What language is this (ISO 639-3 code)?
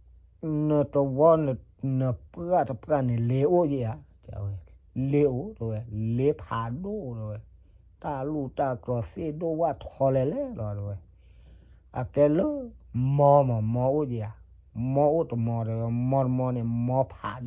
ksw